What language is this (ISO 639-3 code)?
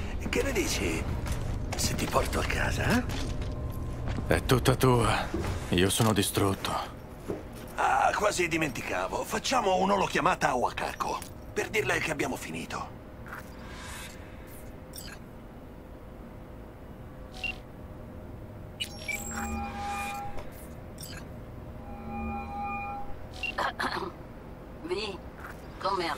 ita